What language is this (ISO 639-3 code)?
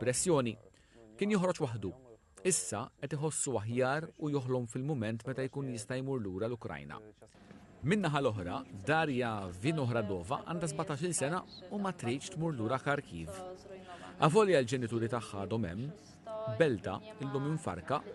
mlt